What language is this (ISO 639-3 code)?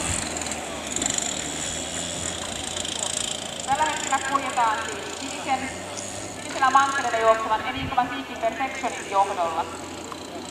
fin